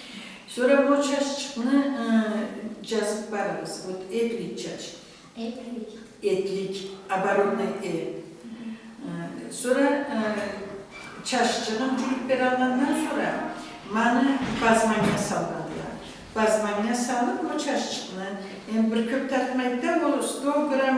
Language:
Karachay-Balkar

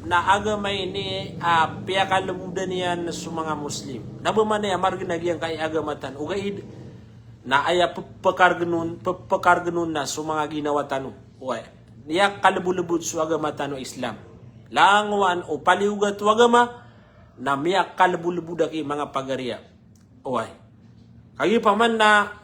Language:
Maranao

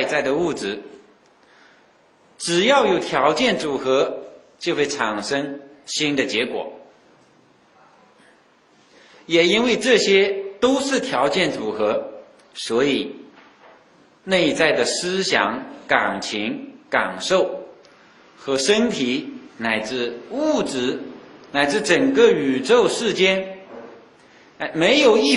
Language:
Chinese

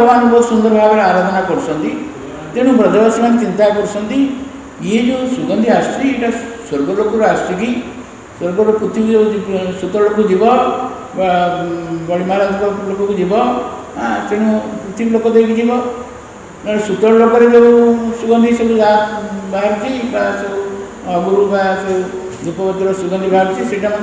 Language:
Odia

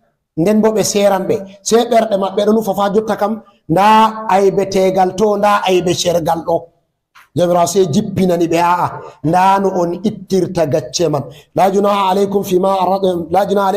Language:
Fula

